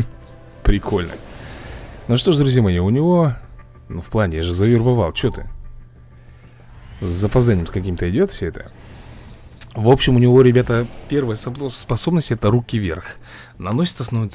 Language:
Russian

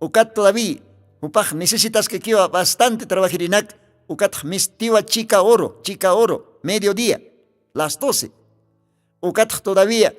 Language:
Aymara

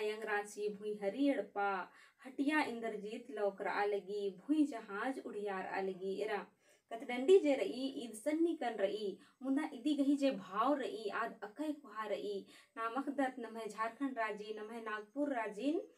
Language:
Kurukh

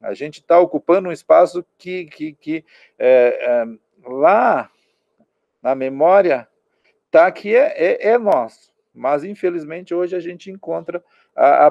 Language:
Portuguese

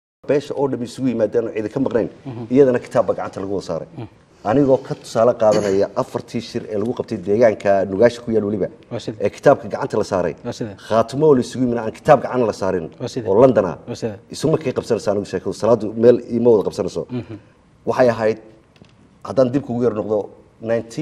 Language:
Somali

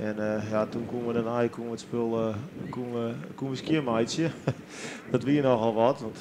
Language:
Western Frisian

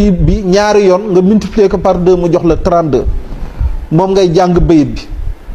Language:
Wolof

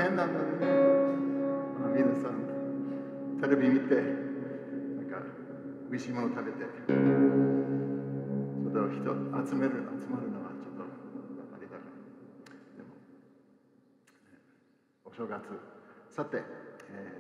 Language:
Japanese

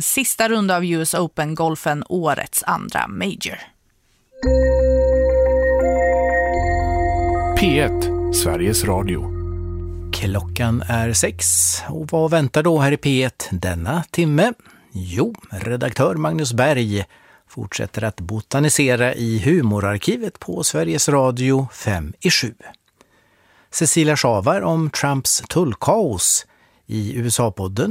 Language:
Swedish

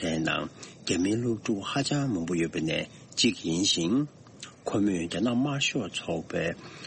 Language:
Tibetan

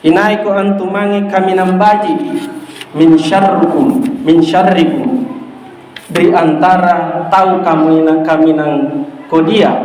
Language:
Makasar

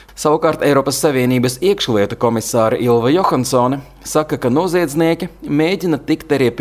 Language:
Latvian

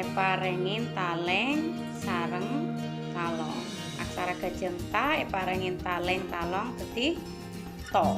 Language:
Madurese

